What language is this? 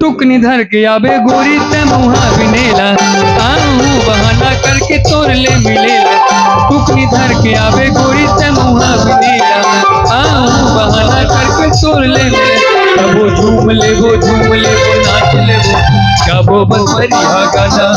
Chhattisgarhi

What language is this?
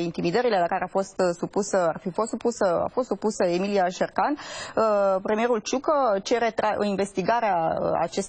Romanian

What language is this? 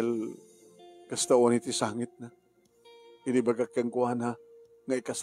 Iloko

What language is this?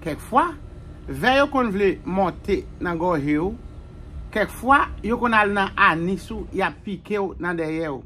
Haitian Creole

